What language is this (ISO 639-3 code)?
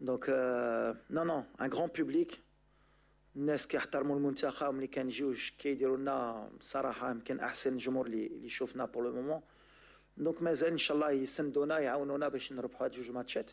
ary